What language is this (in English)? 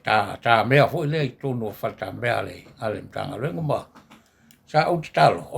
Samoan